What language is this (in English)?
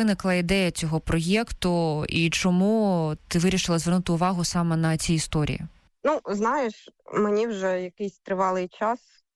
Ukrainian